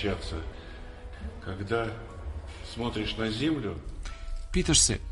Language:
Serbian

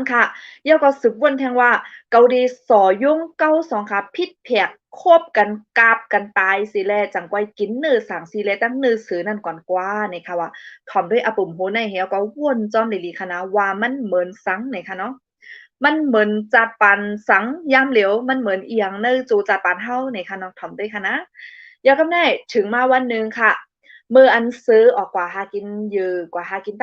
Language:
Shan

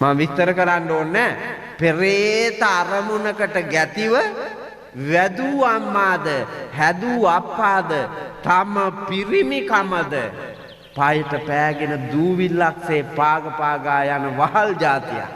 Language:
Sinhala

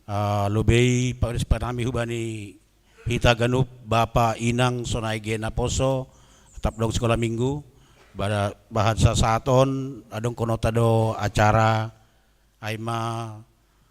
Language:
Batak Simalungun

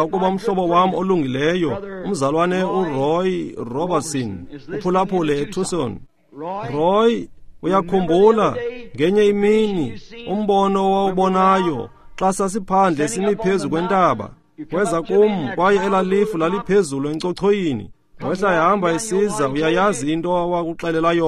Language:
Xhosa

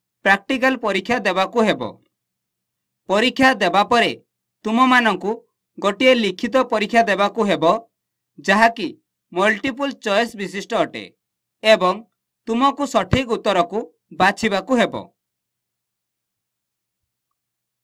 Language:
Odia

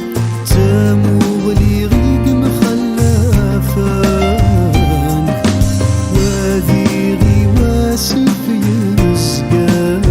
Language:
Kabyle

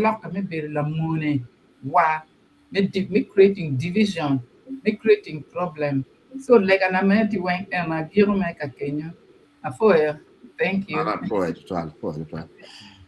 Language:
Acoli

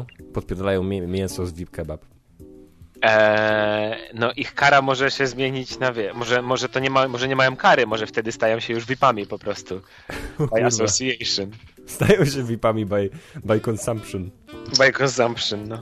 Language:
Polish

